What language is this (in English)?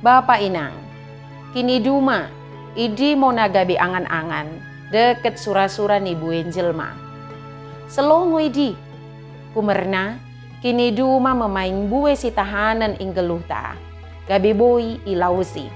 Batak Dairi